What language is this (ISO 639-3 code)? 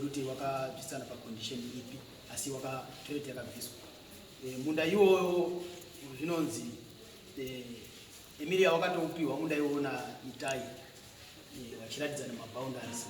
sna